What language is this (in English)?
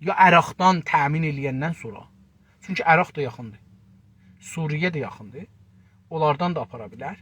South Azerbaijani